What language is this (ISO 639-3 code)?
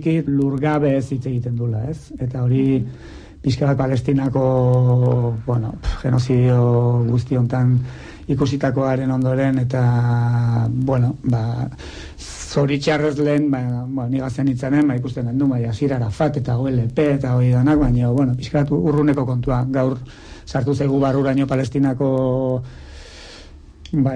eus